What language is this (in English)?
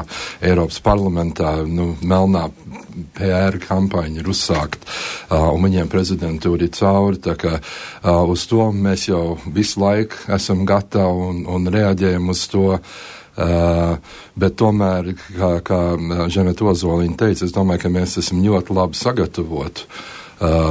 Latvian